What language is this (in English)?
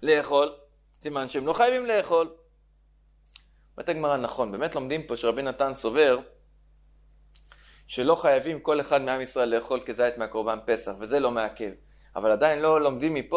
Hebrew